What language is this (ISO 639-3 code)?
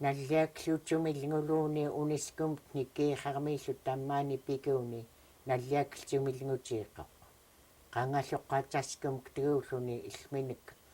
esu